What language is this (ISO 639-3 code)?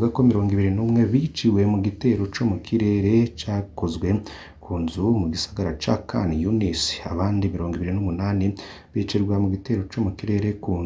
run